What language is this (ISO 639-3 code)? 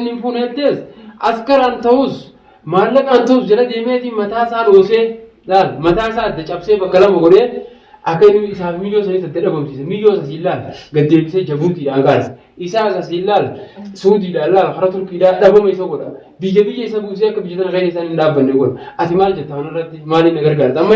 orm